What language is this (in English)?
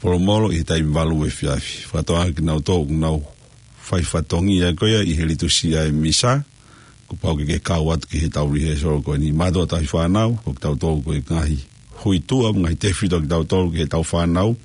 Tongan